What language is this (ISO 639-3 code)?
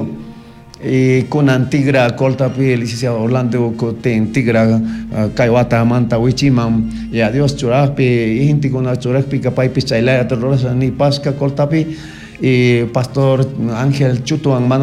qug